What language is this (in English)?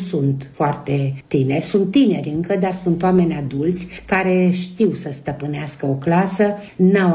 Romanian